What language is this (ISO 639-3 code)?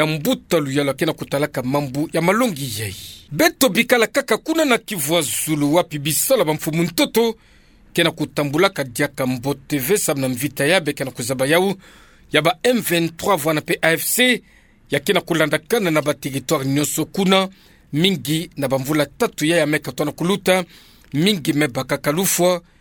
ktu